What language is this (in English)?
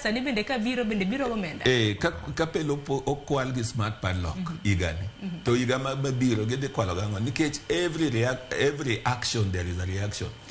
Luo (Kenya and Tanzania)